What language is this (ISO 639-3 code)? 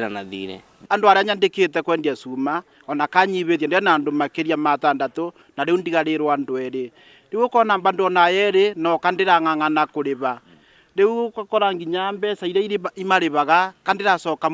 kik